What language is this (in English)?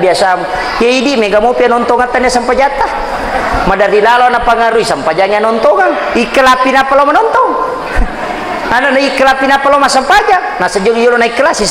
Buginese